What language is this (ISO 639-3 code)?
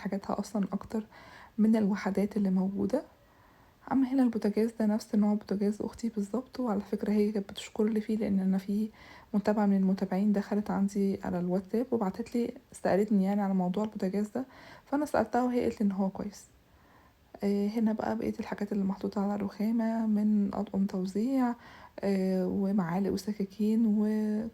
arz